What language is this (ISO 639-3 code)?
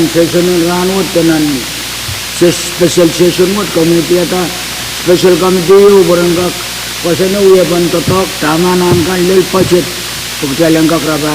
pon